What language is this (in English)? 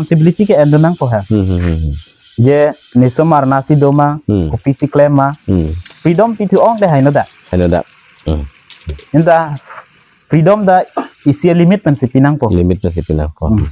Karbi